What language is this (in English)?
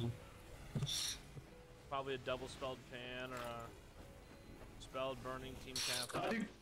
English